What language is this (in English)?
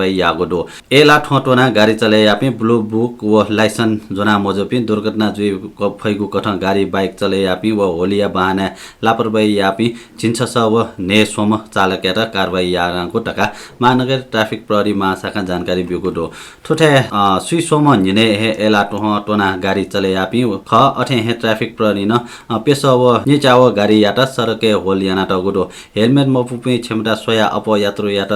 Newari